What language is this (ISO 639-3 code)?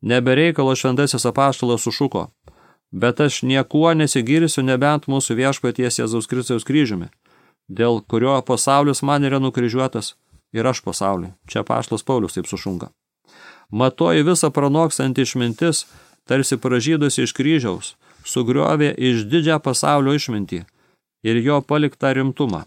lit